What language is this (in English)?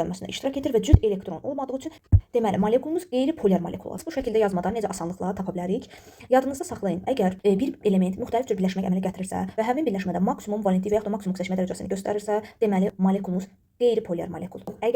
Azerbaijani